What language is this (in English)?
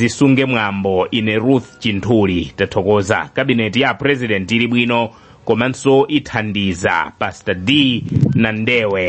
Nyanja